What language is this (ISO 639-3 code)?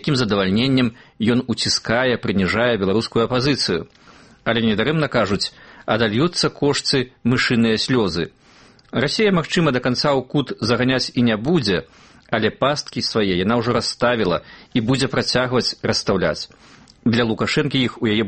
bel